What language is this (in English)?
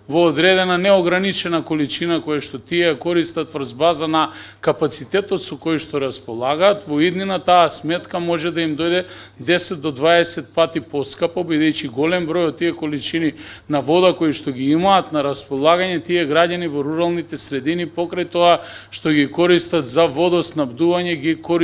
Macedonian